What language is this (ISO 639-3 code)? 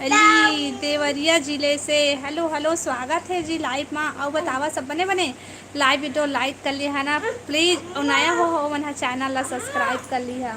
hne